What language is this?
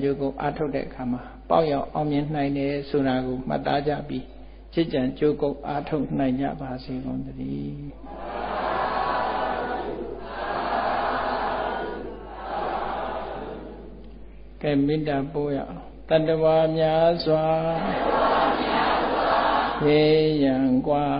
Burmese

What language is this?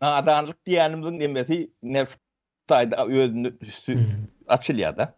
Turkmen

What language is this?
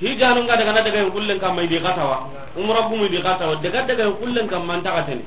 Soninke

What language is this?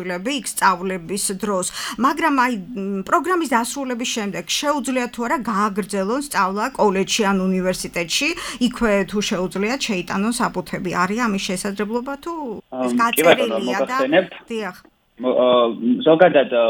Georgian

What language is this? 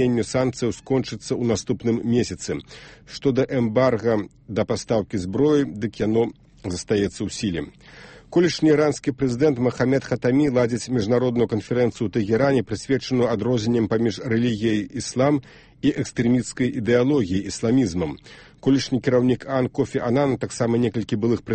Belarusian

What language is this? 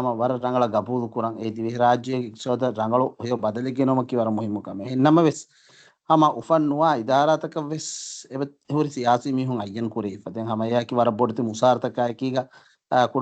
Divehi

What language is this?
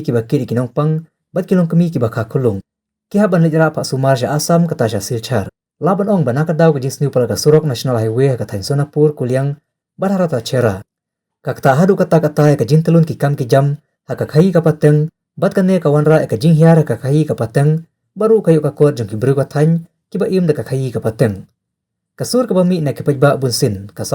Khasi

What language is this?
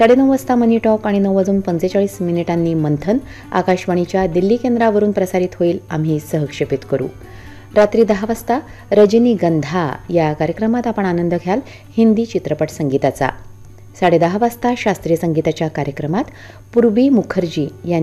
Marathi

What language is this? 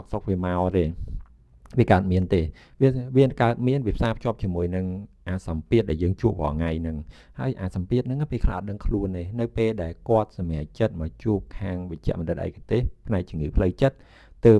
Khmer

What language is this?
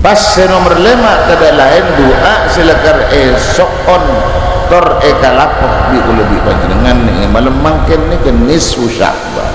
Madurese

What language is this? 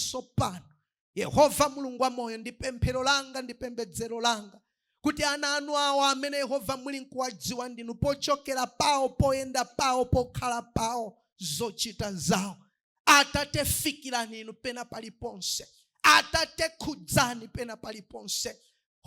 Nyanja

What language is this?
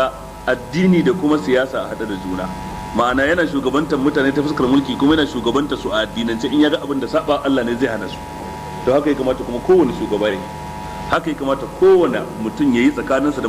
Hausa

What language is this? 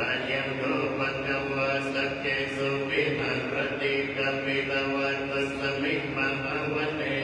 Pali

